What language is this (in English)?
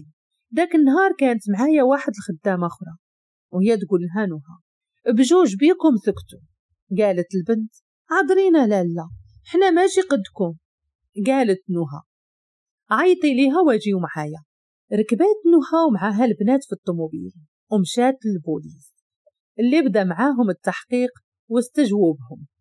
Moroccan Arabic